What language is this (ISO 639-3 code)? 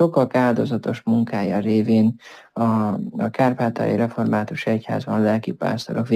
hun